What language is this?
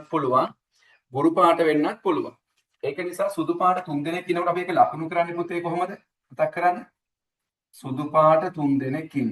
Sinhala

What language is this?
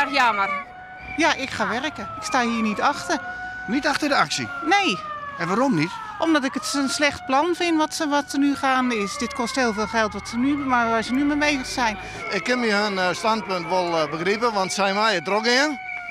Western Frisian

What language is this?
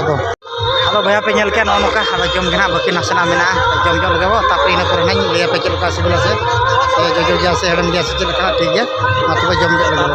Santali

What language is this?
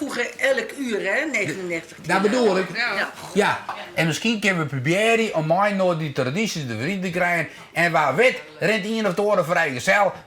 Western Frisian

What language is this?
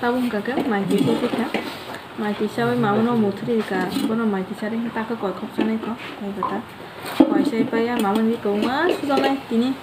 Kok Borok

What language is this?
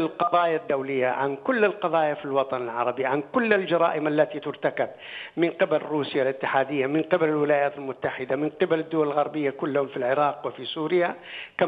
Arabic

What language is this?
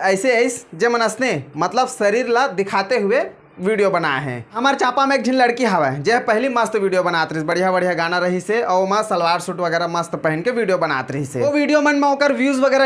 Chhattisgarhi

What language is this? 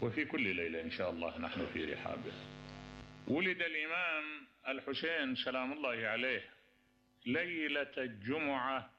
Mesopotamian Arabic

